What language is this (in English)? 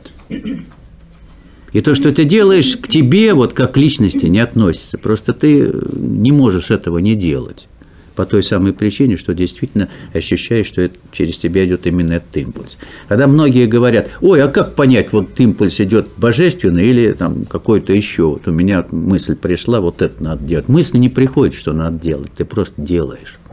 Russian